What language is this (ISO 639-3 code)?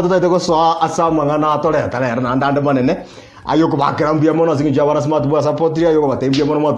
guz